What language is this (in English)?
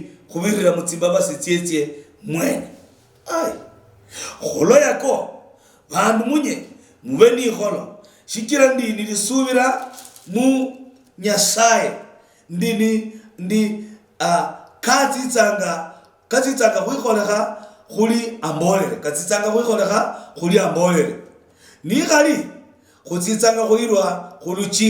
Luyia